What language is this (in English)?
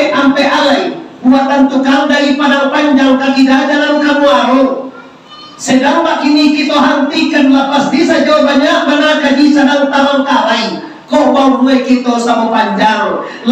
Minangkabau